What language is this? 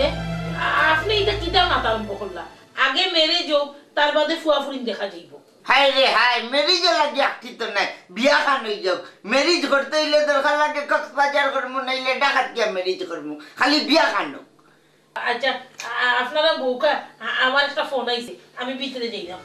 Sylheti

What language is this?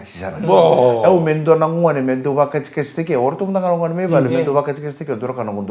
Fijian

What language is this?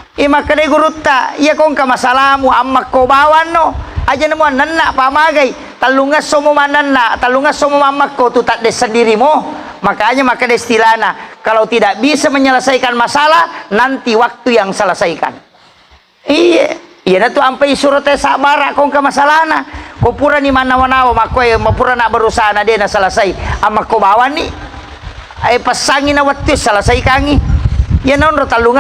Buginese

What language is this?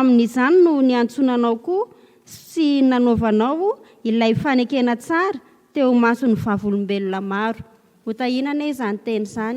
Malagasy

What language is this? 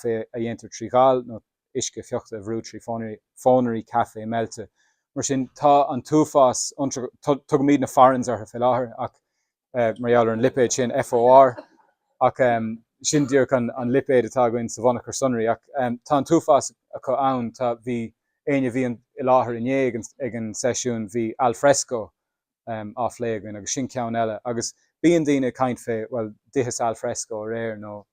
Irish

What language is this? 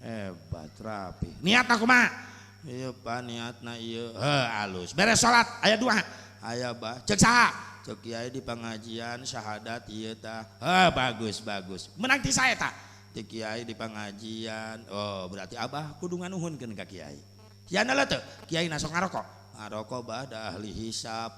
Sundanese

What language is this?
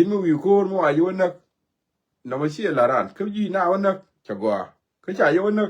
Nuer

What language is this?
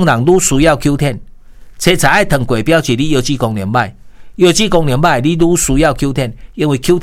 Min Nan Chinese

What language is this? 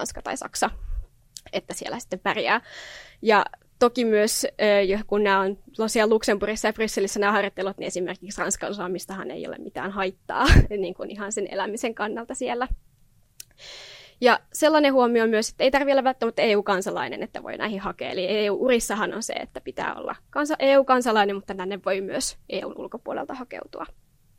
Finnish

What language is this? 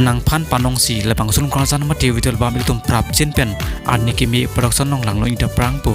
Karbi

